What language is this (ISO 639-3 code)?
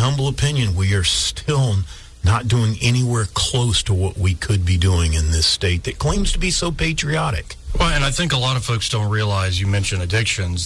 eng